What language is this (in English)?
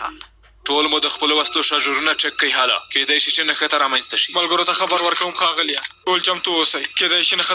Pashto